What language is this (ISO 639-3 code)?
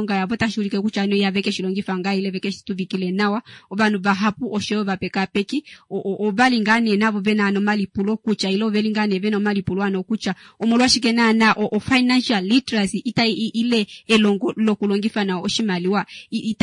kua